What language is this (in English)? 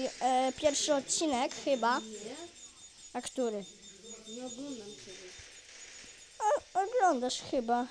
Polish